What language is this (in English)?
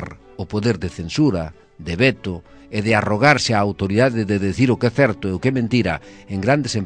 Galician